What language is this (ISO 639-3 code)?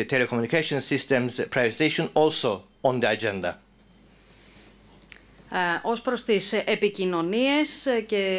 ell